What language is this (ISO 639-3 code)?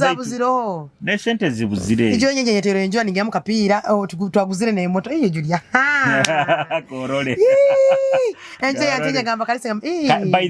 nyo